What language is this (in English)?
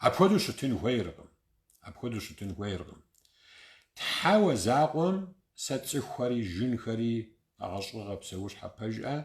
Kabardian